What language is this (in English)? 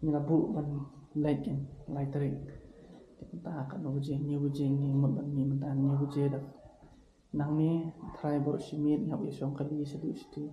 Khasi